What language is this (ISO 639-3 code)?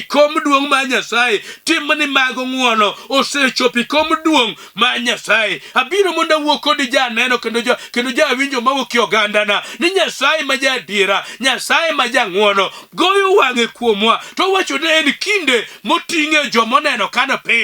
luo